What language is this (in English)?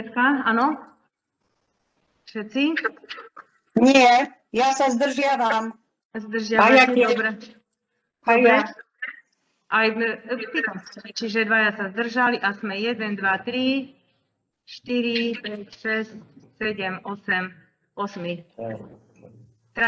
Slovak